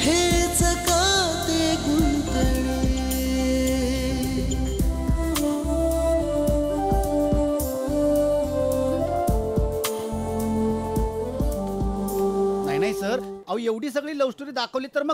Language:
Marathi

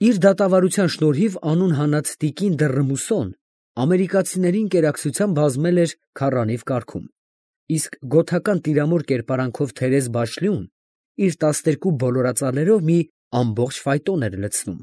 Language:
Armenian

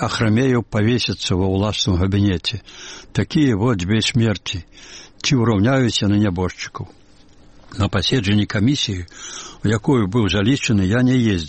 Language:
Belarusian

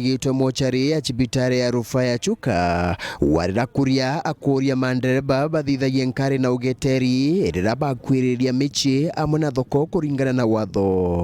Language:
Meru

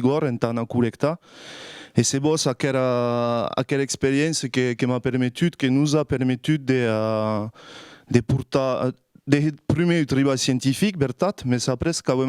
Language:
Occitan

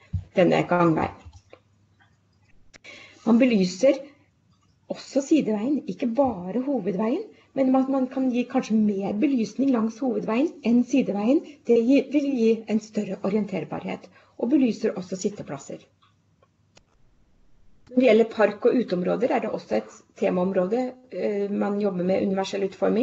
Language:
Norwegian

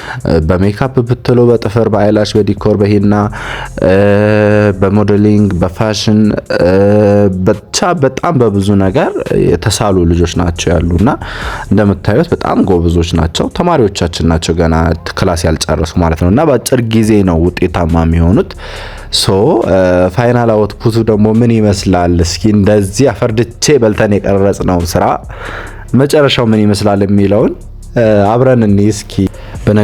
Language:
Amharic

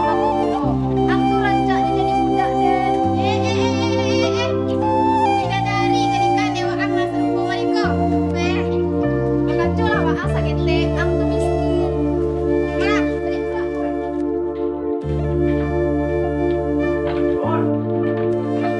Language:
Minangkabau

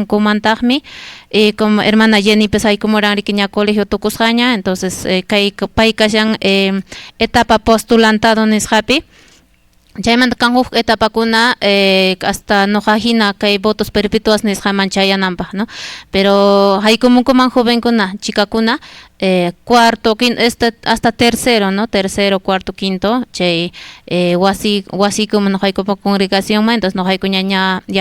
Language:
Quechua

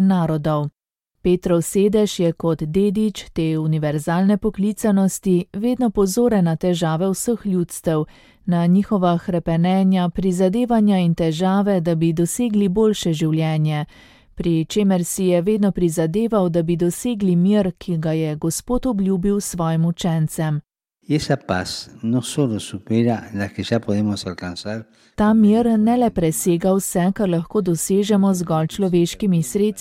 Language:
Slovenian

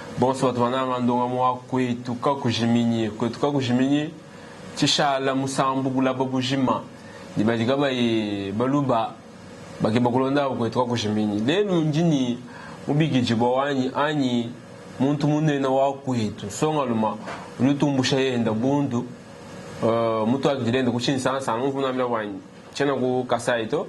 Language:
Luba-Lulua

